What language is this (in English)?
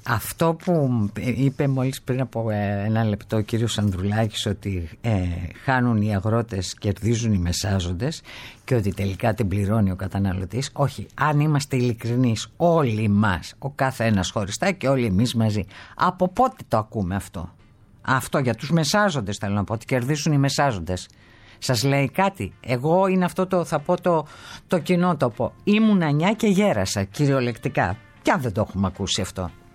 Greek